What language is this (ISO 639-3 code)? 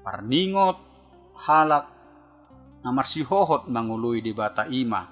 bbc